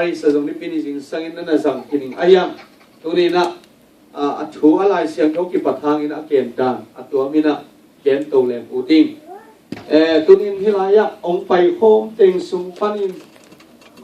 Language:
Tedim Chin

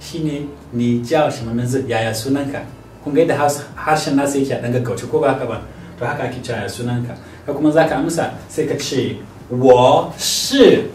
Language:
Hausa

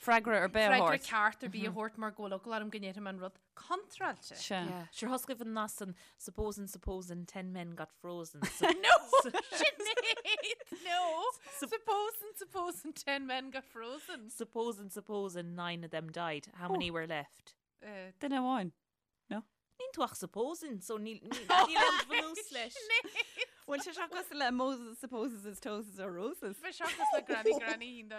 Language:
Irish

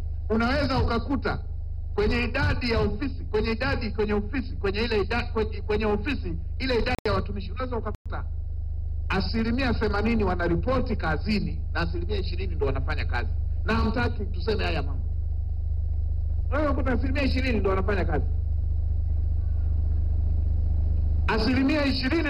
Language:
Swahili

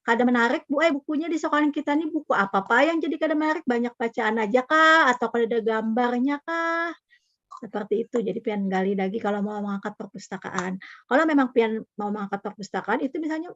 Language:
Banjar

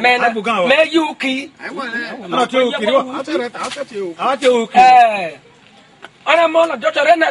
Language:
Esan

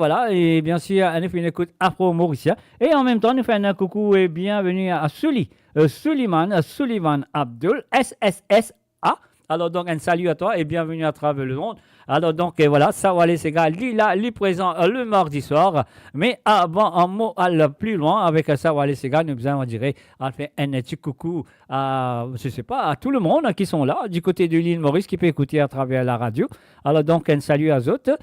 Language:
Morisyen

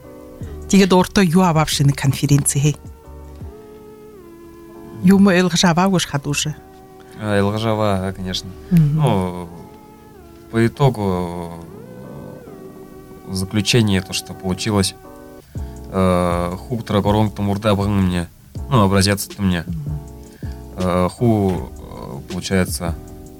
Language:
Buriat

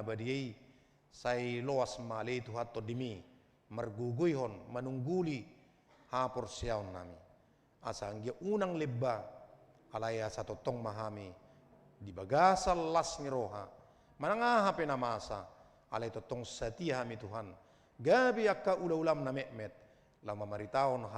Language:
Batak Toba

